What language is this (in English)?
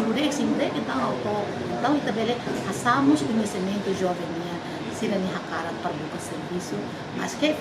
Tetum